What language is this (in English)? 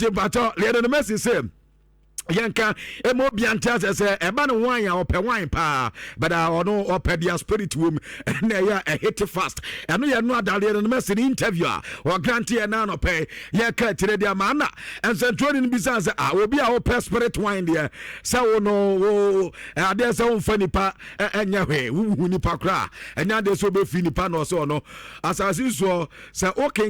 Akan